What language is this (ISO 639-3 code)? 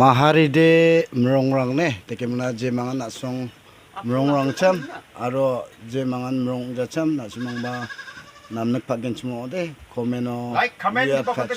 grt